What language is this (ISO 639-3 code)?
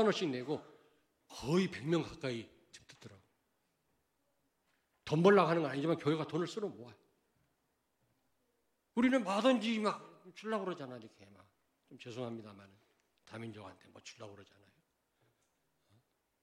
kor